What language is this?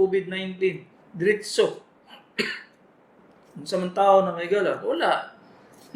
Cebuano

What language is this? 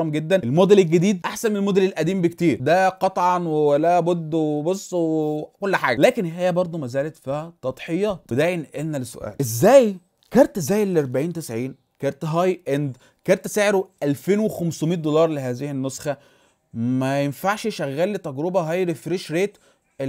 Egyptian Arabic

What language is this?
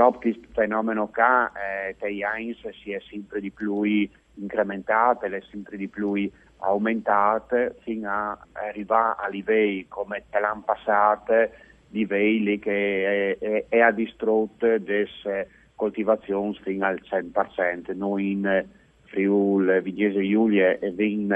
Friulian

